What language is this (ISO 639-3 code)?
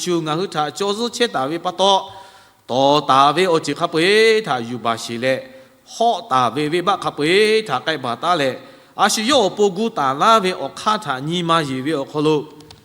lhu